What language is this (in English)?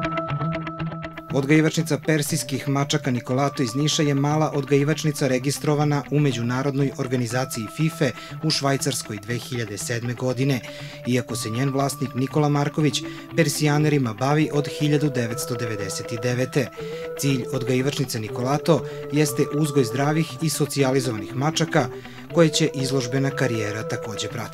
Serbian